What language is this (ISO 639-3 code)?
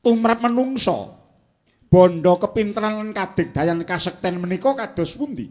jav